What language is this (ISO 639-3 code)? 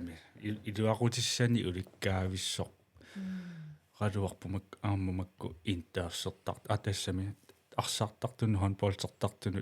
kal